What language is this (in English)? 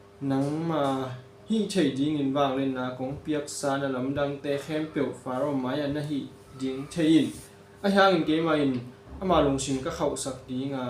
Tedim Chin